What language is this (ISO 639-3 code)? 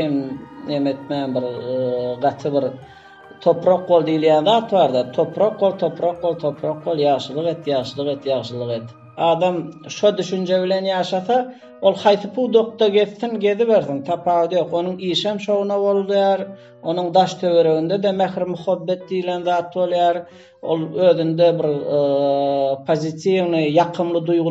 tuk